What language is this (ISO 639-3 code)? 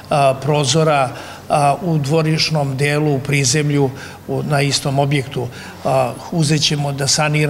srp